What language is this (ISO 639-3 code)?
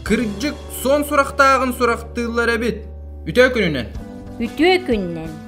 sah